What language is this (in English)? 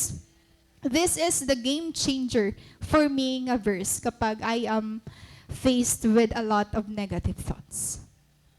Waray